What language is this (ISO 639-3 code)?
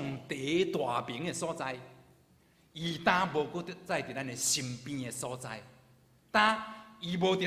nan